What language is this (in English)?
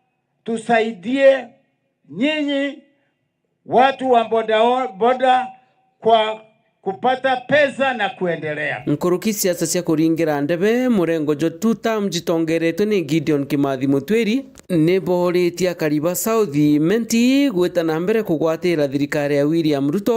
Meru